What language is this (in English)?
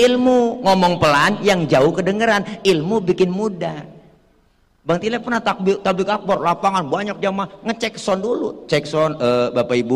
Betawi